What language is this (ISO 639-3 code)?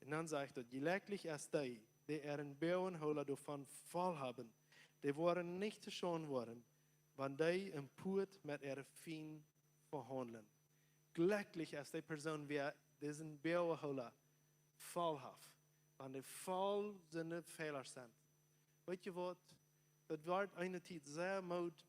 pdt